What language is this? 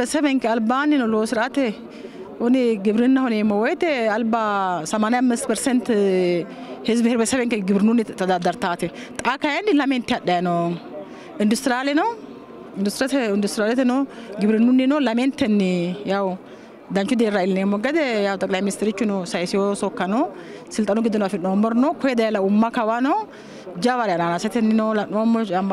Sidamo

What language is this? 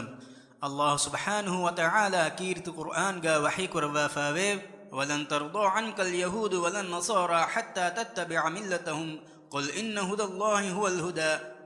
Divehi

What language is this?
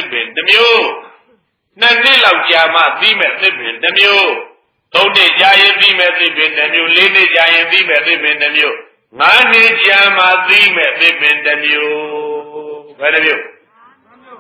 Burmese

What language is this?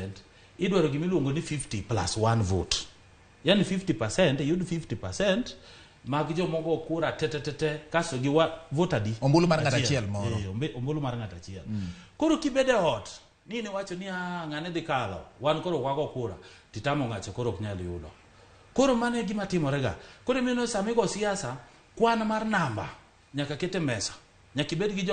Luo (Kenya and Tanzania)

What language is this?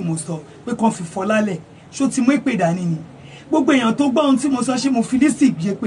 Yoruba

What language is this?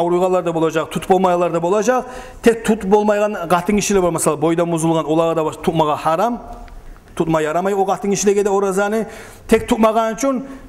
Kumyk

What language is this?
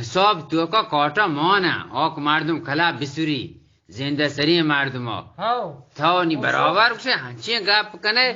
Eastern Balochi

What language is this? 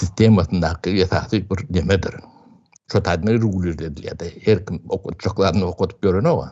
Turkmen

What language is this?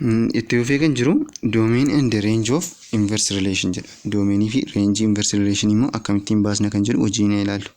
Oromo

